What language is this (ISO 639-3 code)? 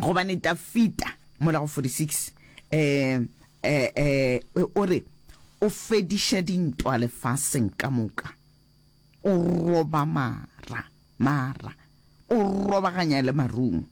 nso